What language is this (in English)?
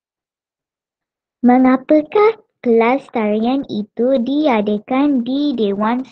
Malay